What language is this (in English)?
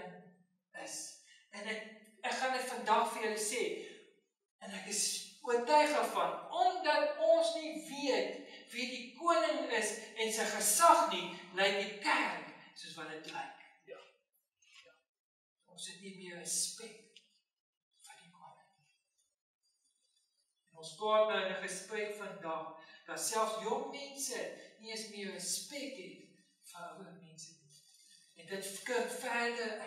Afrikaans